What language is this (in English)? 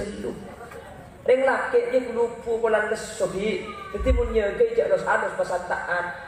Madurese